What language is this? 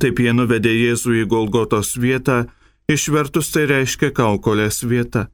Lithuanian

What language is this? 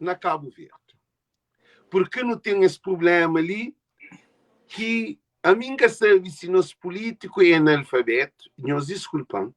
Kabuverdianu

